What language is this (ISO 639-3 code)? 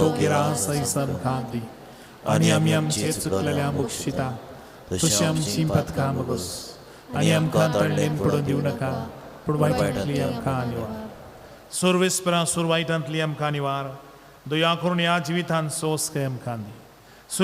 kok